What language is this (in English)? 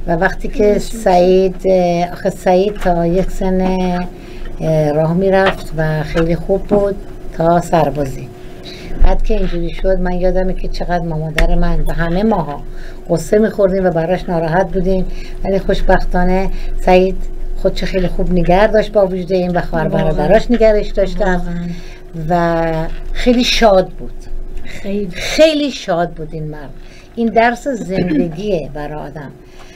Persian